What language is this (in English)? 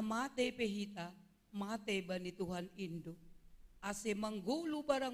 Batak Simalungun